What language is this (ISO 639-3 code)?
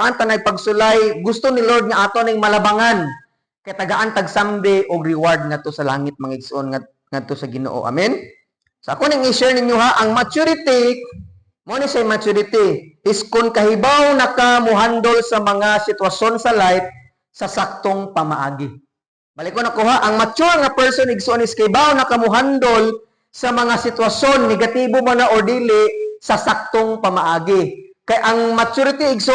ceb